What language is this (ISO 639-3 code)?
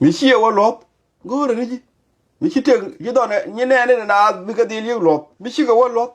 nus